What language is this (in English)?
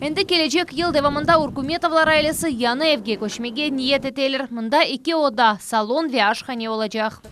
Crimean Tatar